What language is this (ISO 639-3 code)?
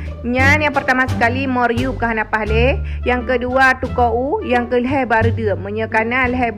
ace